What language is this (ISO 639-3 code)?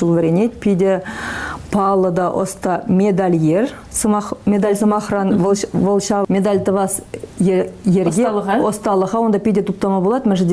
chv